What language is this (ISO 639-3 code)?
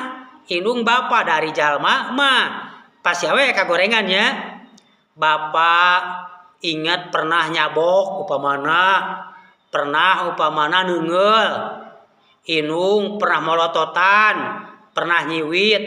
sun